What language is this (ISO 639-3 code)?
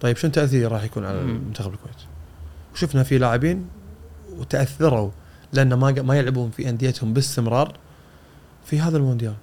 afb